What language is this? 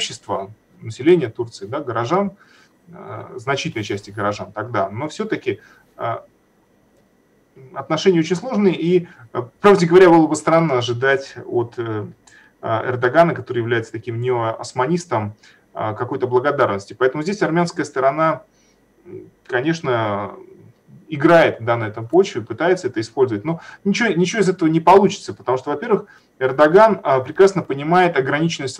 Russian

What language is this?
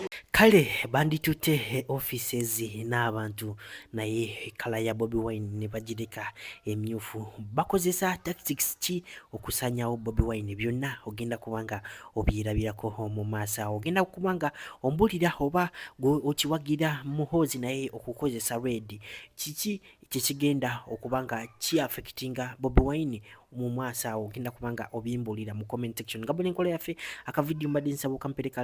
Ganda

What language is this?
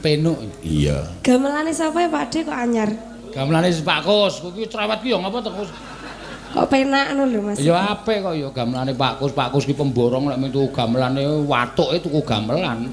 Javanese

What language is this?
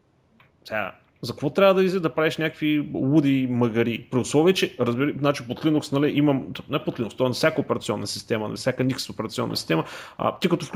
Bulgarian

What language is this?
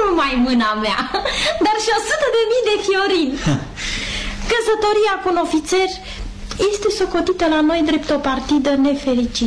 Romanian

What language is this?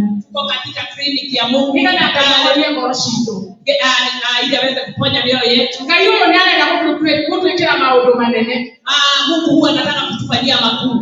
Kikuyu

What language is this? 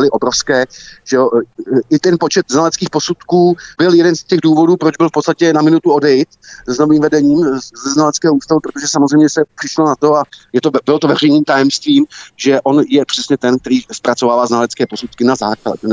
Czech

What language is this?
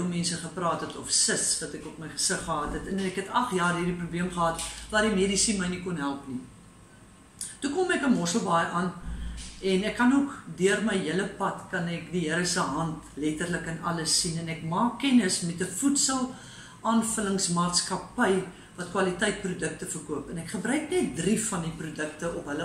Afrikaans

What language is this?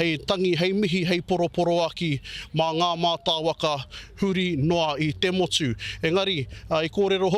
Māori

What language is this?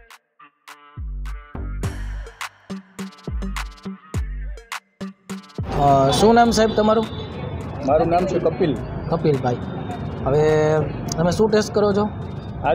Gujarati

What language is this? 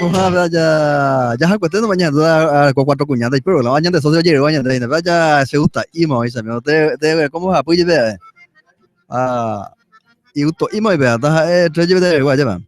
Guarani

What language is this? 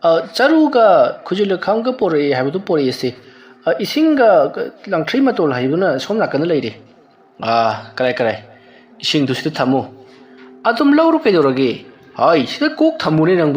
Manipuri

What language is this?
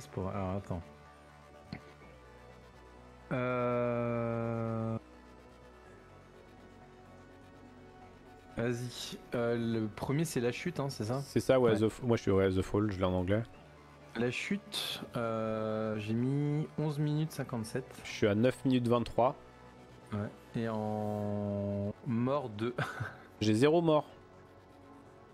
French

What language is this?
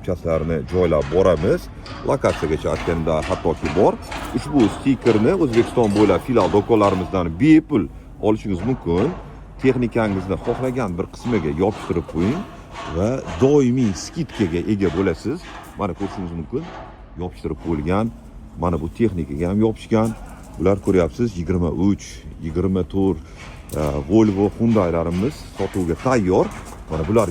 Uzbek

